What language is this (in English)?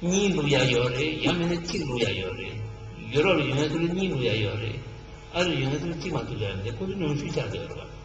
Tibetan